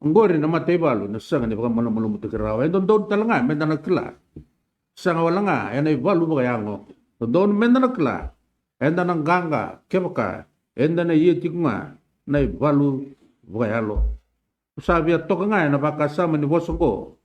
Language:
Fijian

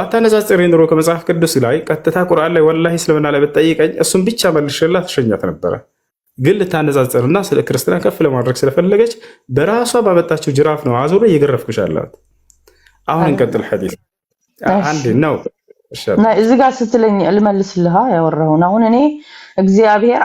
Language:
Amharic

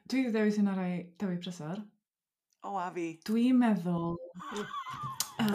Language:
Welsh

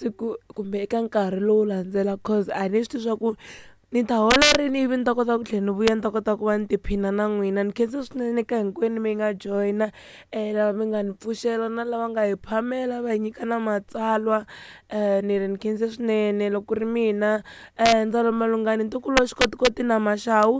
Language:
Tsonga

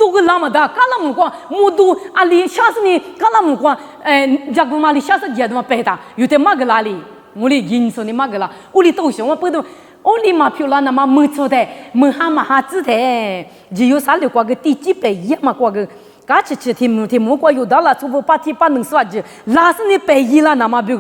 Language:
Lisu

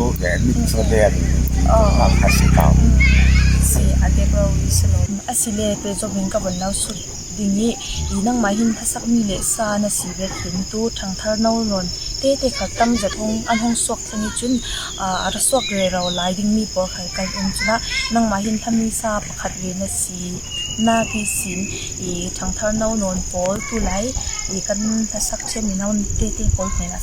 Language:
Falam Chin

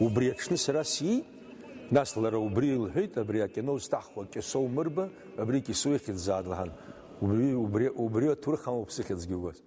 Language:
Abkhazian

